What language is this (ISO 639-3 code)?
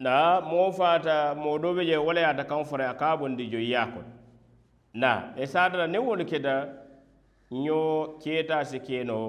man